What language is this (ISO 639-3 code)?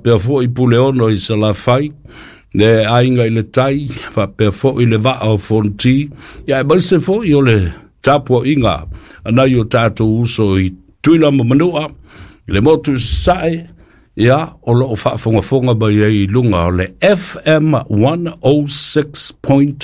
smo